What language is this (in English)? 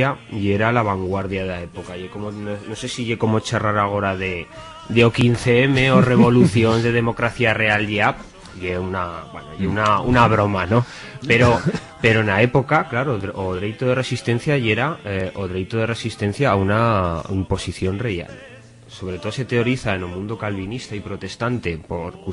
Aragonese